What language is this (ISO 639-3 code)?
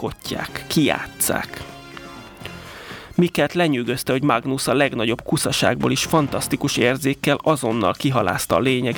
hun